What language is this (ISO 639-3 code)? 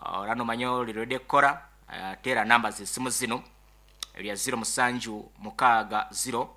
nyo